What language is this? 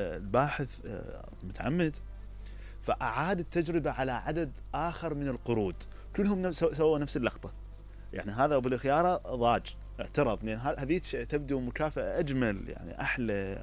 Mesopotamian Arabic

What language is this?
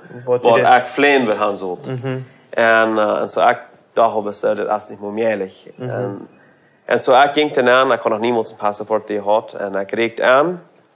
Plautdietsch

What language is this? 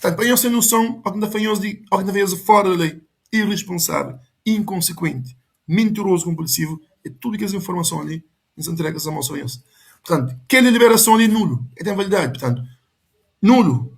Kabuverdianu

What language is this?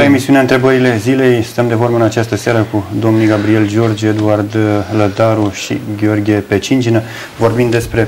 Romanian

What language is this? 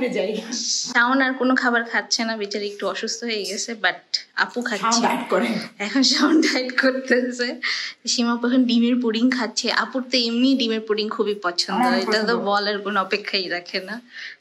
Bangla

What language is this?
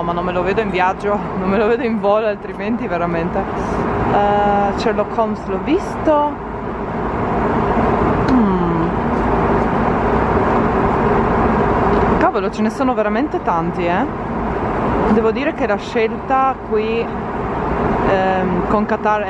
Italian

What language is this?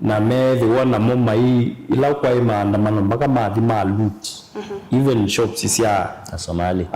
Kamba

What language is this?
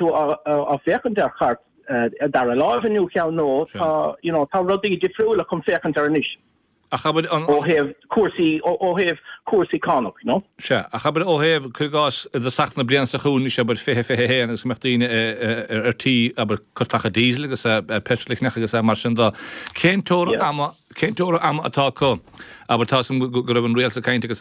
Irish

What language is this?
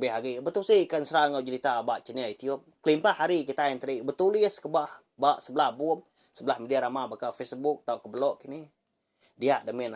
Iban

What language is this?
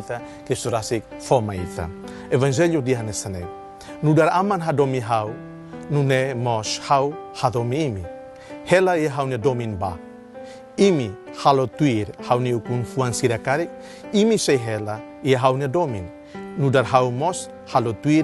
Tetum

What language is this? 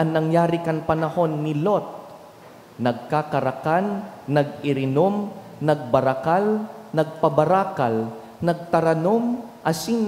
Bikol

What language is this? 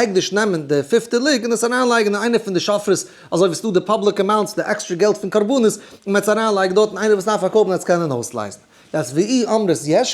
Yiddish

